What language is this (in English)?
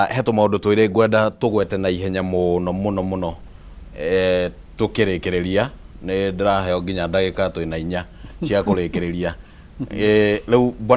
Kikuyu